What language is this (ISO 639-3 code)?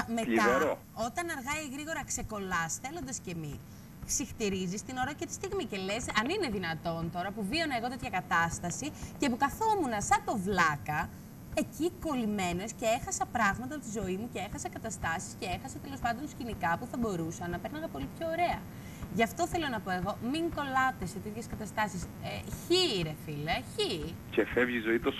ell